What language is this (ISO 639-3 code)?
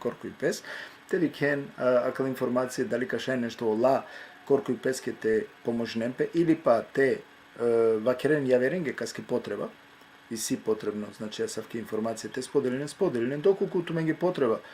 rmn